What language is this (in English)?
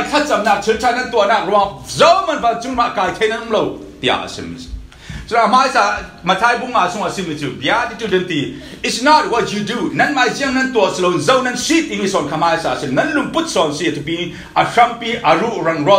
Falam Chin